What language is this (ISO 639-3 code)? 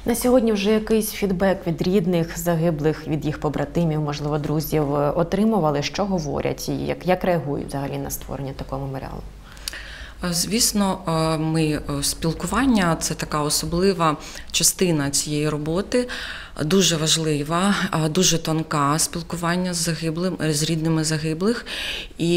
ukr